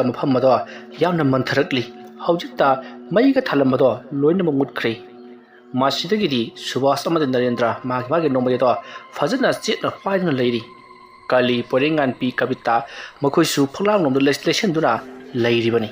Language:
Manipuri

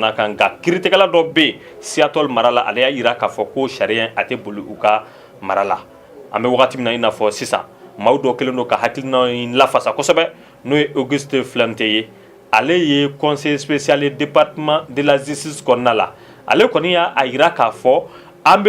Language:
Bambara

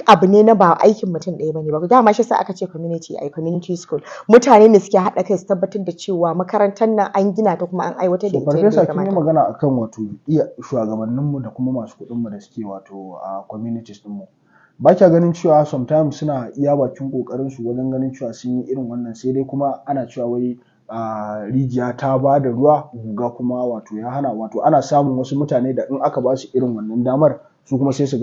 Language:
Hausa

